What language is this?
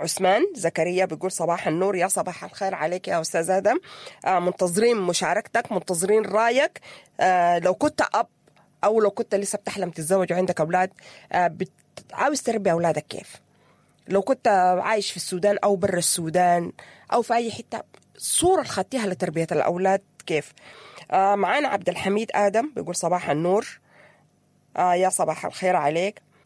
Sudanese Arabic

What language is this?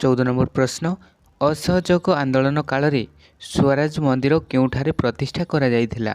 Odia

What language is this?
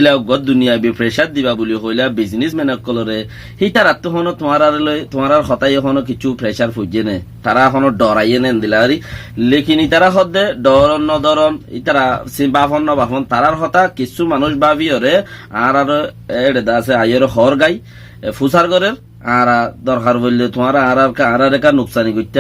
Rohingya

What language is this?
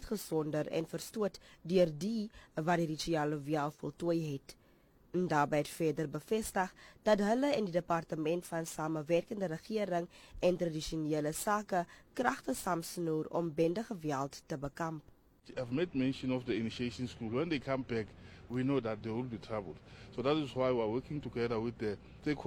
Afrikaans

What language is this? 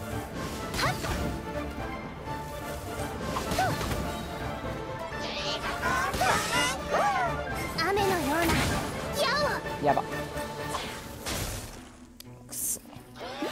Japanese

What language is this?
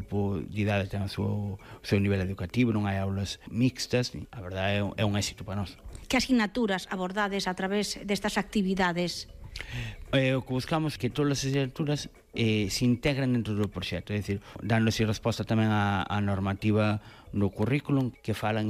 Galician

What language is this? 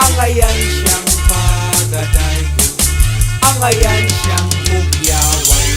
Cebuano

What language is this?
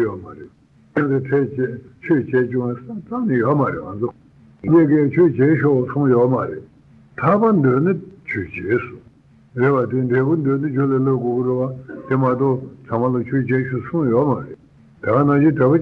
Tibetan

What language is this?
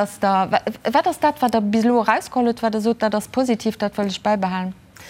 Luxembourgish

